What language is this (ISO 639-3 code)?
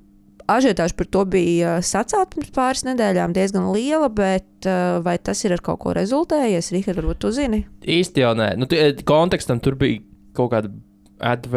lav